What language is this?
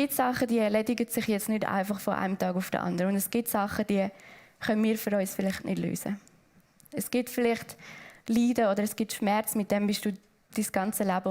Swiss German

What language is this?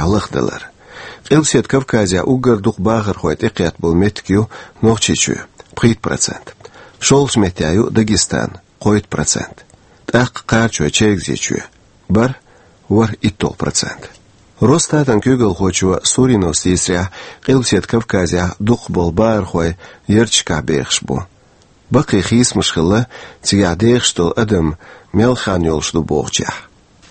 Chechen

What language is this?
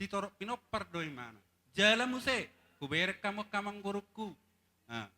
Batak Toba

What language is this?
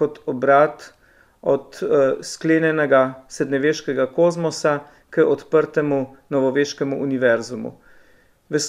Slovenian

